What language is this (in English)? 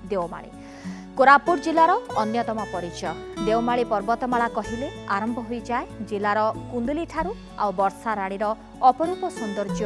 Odia